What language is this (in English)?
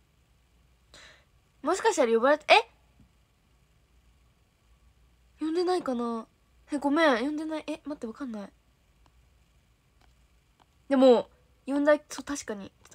Japanese